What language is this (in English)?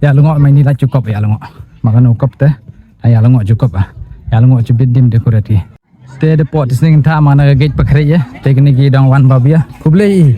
Khasi